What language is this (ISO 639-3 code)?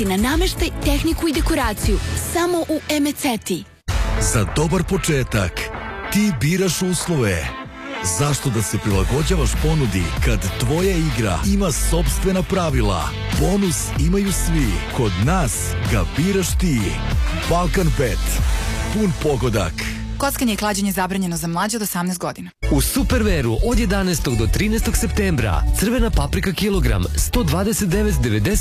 srp